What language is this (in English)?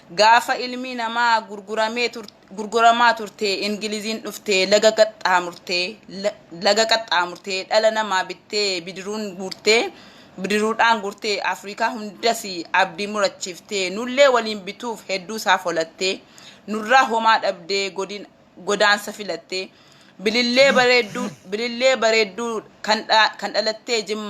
Oromo